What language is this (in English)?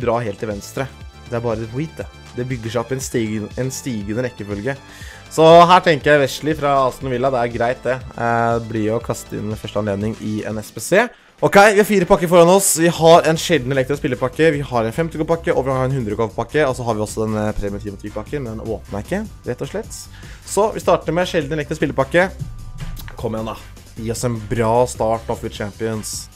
Norwegian